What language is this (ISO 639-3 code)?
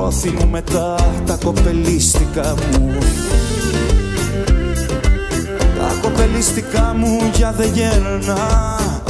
ell